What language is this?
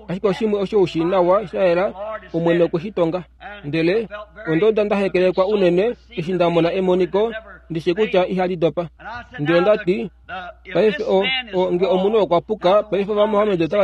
Kuanyama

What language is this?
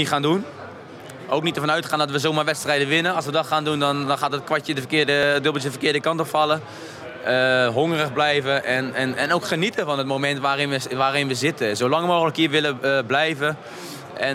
Dutch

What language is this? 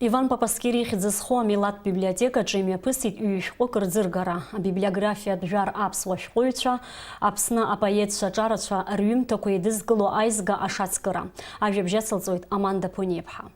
Abkhazian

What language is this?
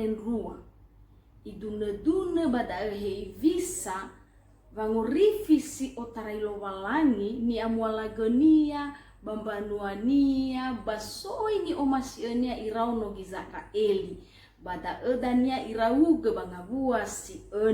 Nias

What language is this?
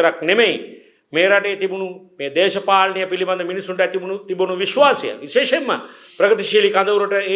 Sinhala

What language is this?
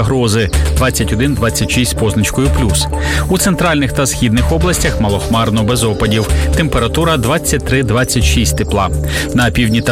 Ukrainian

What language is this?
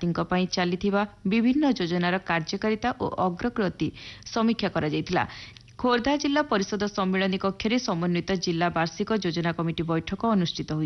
Odia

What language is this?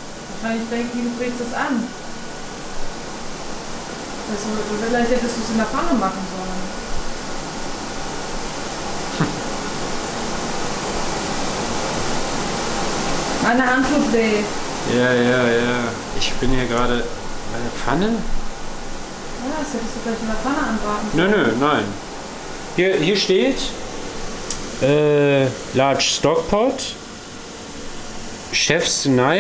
German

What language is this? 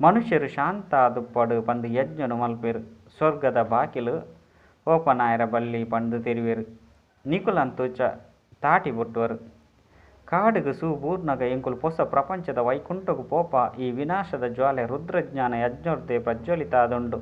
Tulu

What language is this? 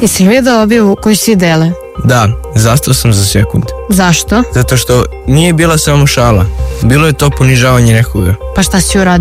Serbian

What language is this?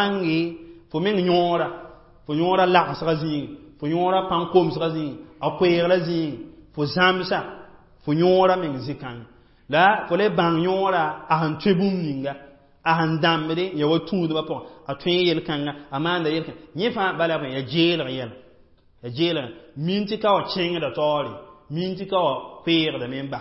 Mossi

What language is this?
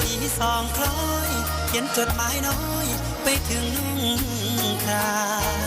Northeastern Thai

